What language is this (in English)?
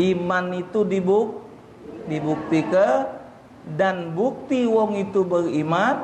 Musi